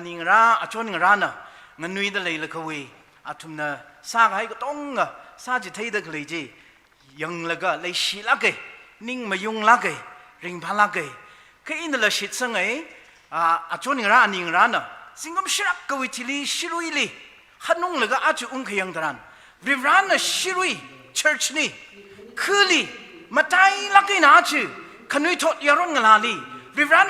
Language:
Tangkhul Naga (India)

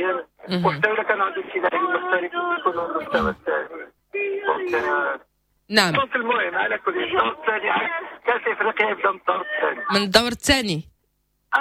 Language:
Moroccan Arabic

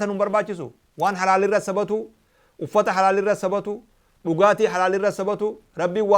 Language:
Oromo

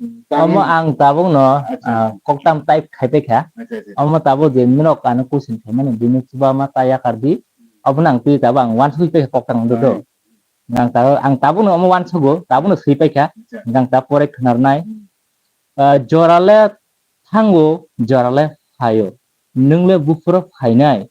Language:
Kok Borok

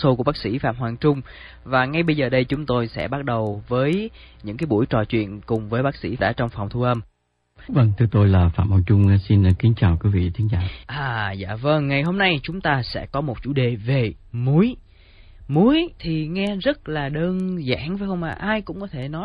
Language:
Vietnamese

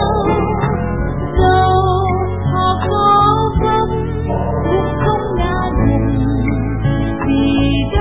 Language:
Vietnamese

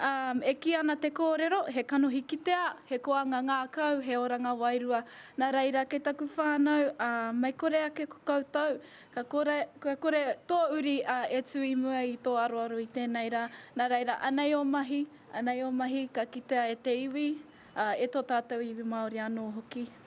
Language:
Māori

